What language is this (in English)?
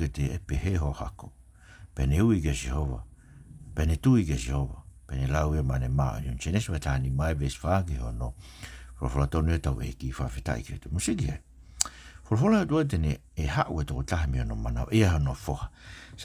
Tongan